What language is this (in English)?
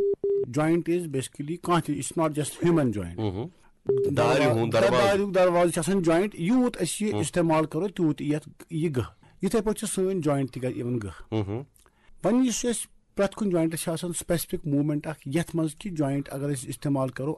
Kashmiri